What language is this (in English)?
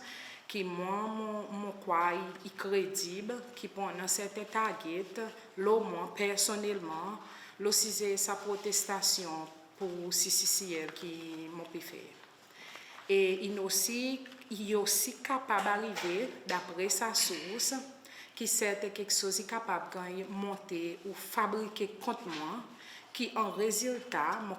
Seselwa Creole French